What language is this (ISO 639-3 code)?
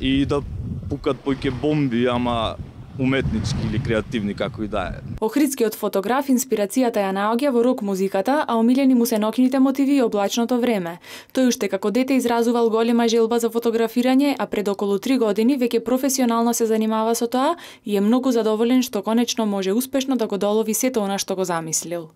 mkd